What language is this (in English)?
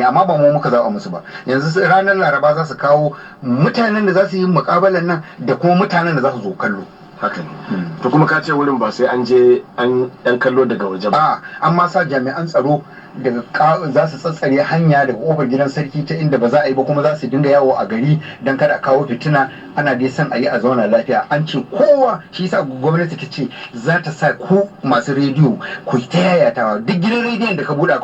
Hausa